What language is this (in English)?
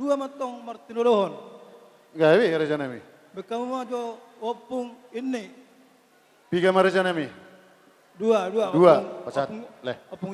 Batak Toba